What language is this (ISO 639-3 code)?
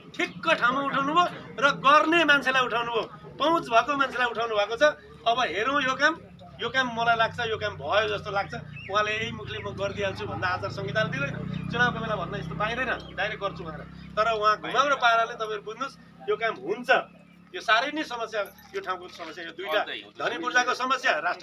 nep